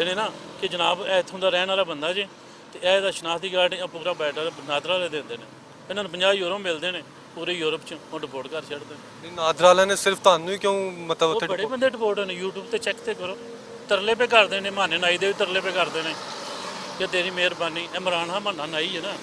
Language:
Western Panjabi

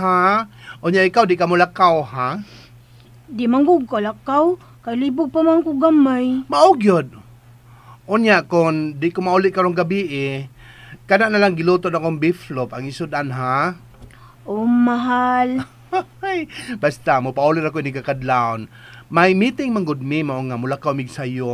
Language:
Cebuano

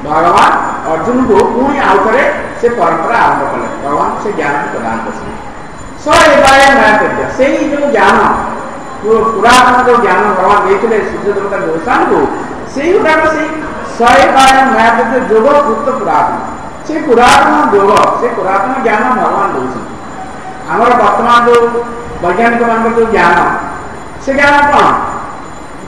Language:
Odia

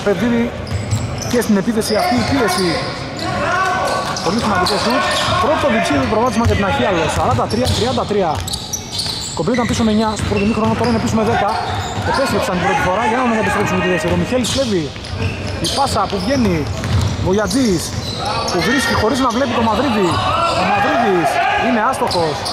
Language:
Greek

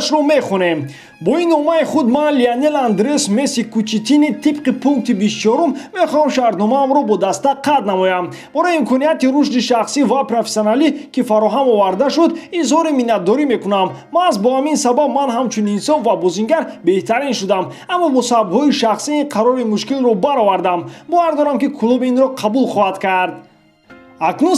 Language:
Tajik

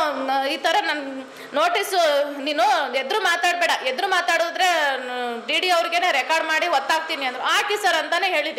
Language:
Kannada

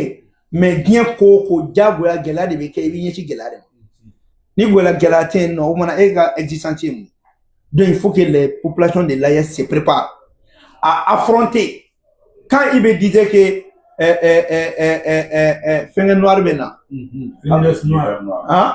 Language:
Bambara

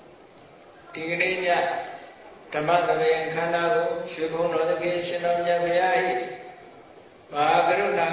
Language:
Burmese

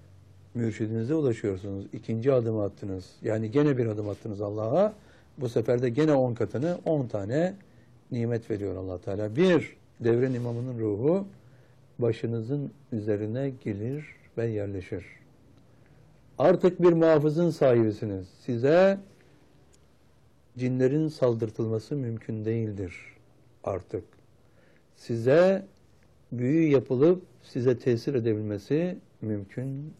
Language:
Turkish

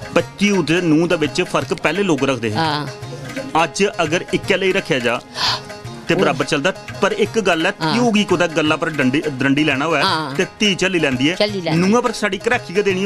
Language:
Dogri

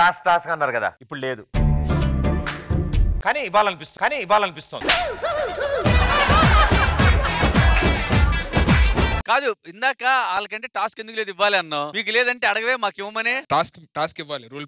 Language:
Telugu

